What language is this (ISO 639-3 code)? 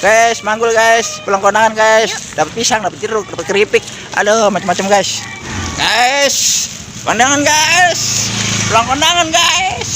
bew